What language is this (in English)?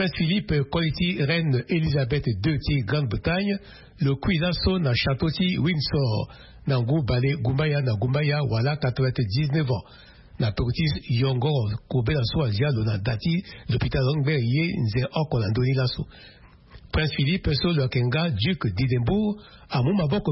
Sango